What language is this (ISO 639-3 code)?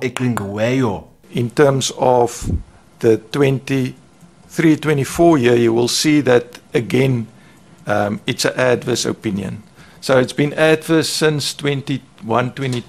zul